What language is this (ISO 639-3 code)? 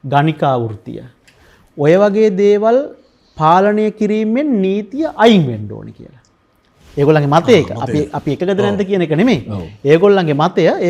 sin